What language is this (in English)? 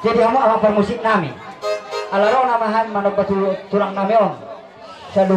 Batak Toba